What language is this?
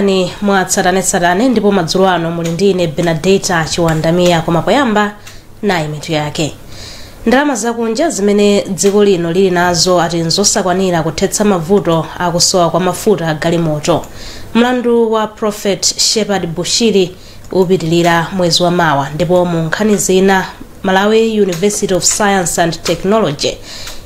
Nyanja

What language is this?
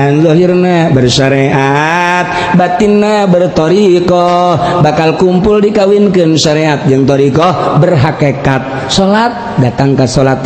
Sundanese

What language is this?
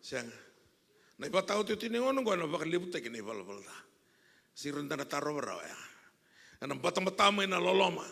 Fijian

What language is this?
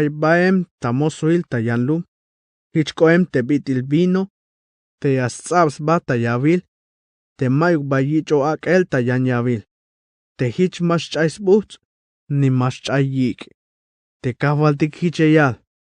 Tzeltal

